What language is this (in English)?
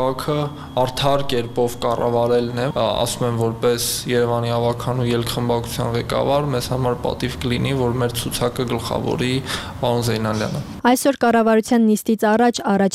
Armenian